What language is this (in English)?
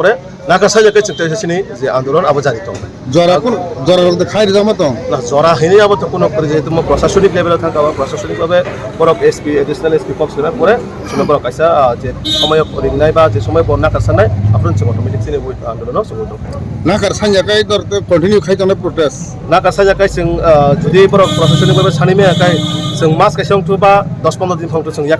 Kok Borok